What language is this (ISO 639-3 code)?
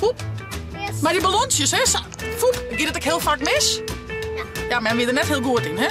fry